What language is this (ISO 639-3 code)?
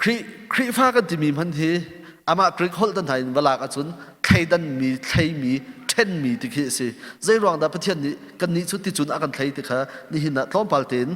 cnh